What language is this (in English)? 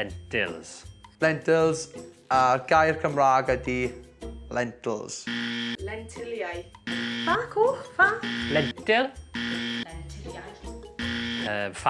Welsh